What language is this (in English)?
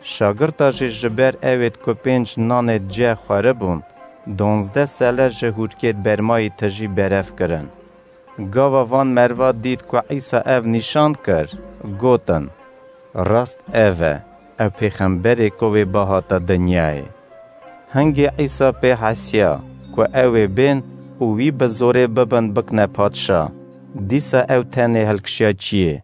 Kurdish